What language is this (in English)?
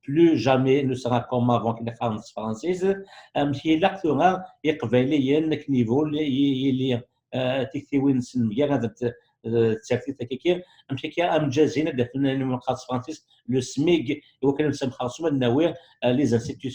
Kabyle